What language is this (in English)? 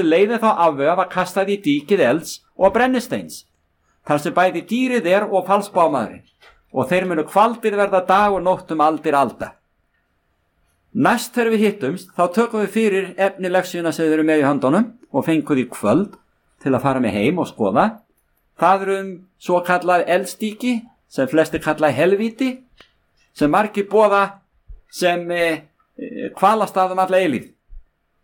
Icelandic